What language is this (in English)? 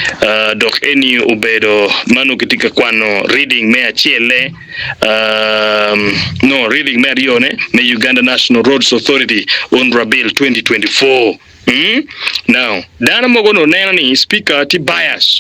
Acoli